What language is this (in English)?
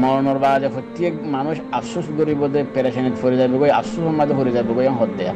Rohingya